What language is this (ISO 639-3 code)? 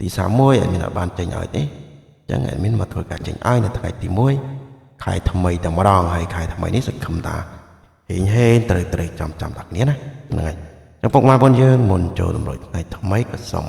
khm